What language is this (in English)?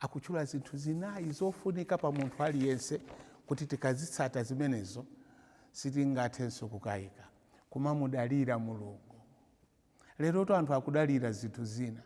Nyanja